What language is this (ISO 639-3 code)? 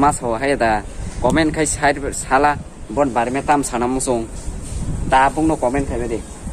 trp